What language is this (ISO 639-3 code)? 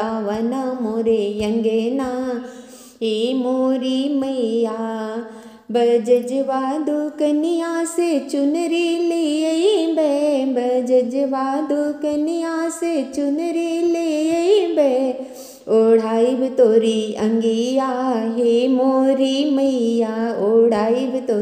bho